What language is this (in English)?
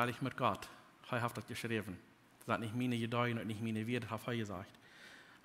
Plautdietsch